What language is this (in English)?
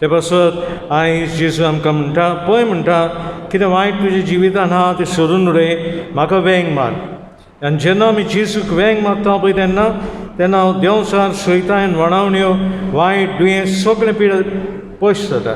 Konkani